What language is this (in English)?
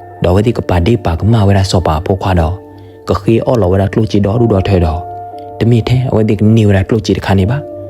S'gaw Karen